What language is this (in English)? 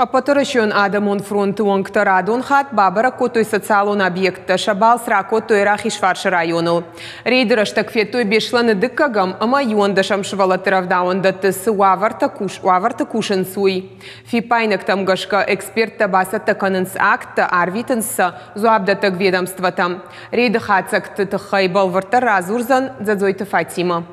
Ossetic